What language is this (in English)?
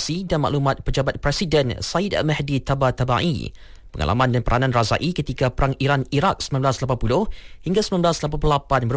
Malay